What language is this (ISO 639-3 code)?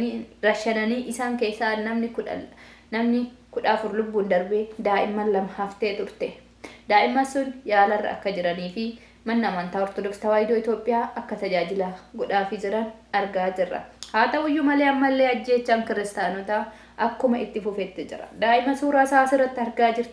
orm